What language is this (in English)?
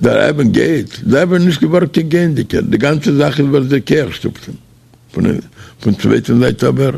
Yiddish